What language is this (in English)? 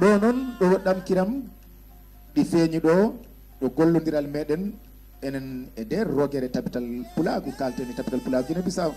Fula